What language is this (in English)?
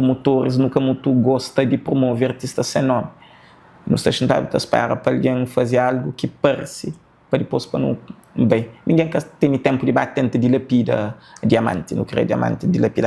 Kabuverdianu